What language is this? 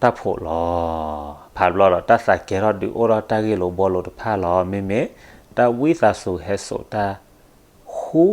S'gaw Karen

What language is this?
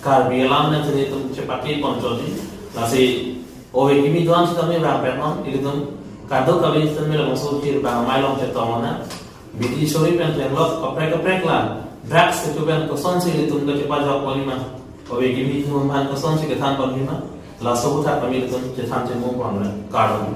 Karbi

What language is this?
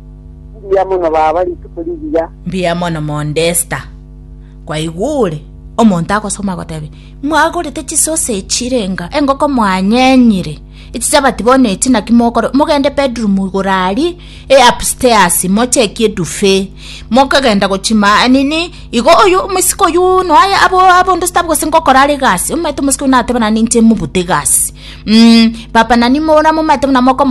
Gusii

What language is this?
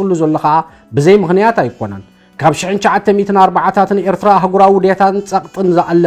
Tigrinya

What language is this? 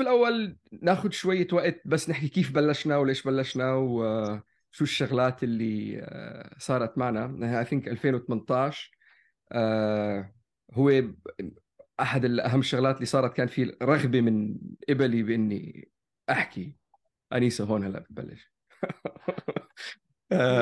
North Levantine Arabic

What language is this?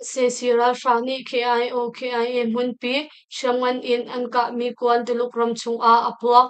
Hakha Chin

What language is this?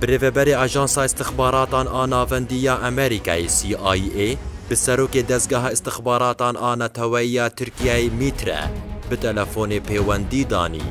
Kurdish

